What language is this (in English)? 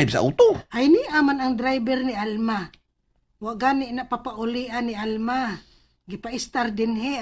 Cebuano